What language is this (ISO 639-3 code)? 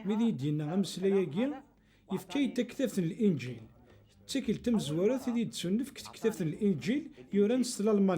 kab